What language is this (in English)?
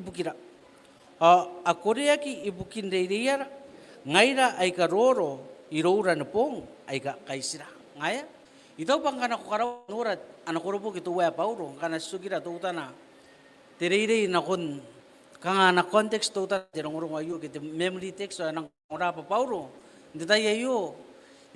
Gilbertese